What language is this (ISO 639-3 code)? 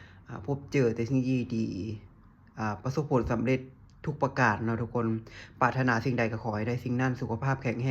lao